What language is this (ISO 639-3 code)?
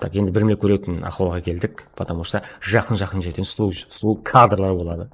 kaa